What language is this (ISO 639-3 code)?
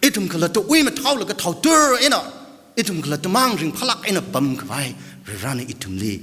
nmf